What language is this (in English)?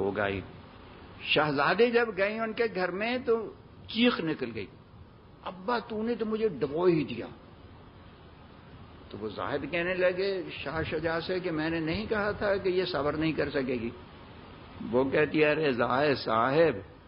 Urdu